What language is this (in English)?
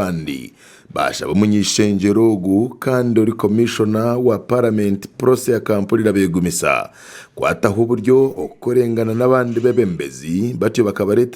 Nyankole